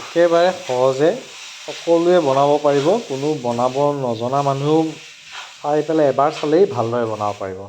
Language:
Assamese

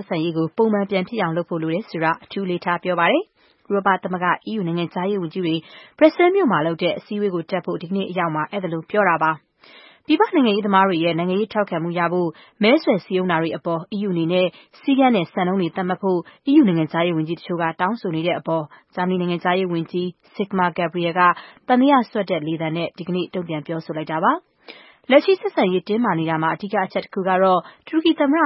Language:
Burmese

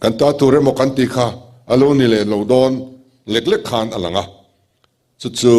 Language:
Mizo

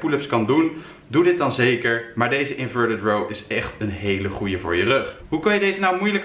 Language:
Dutch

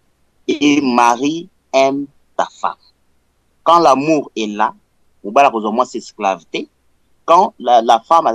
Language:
Lingala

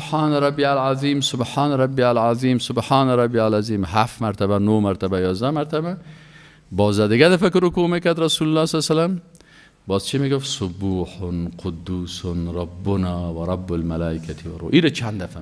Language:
Persian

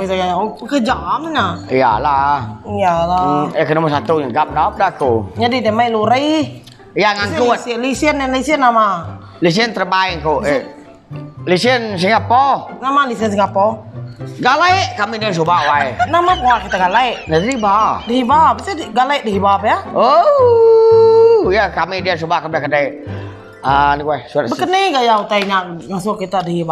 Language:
Iban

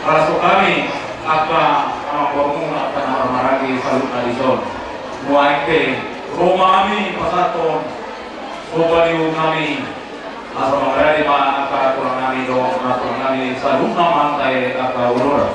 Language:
Batak Toba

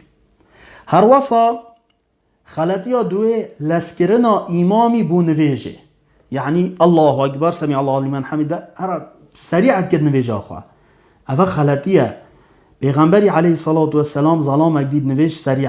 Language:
Kurdish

